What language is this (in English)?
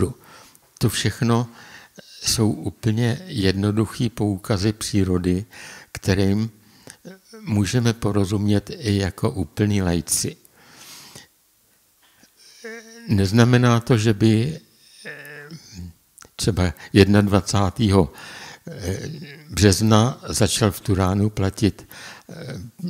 Czech